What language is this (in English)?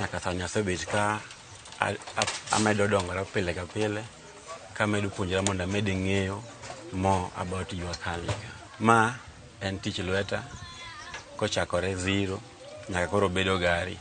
Luo (Kenya and Tanzania)